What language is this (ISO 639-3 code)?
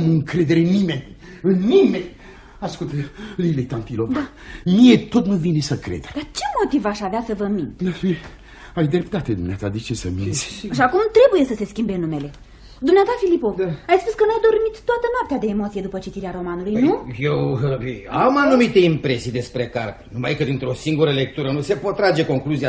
ron